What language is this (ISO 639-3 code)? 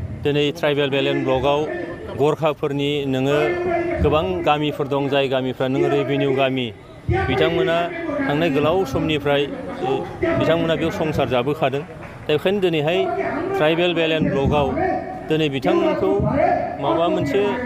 brx